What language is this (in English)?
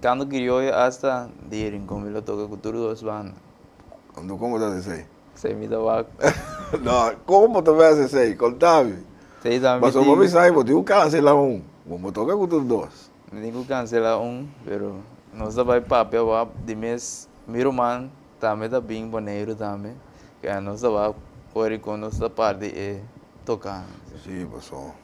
Papiamento